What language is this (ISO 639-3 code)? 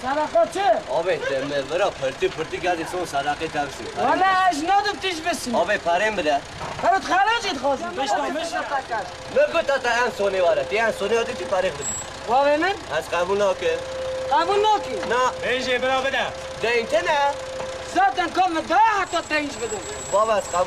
kur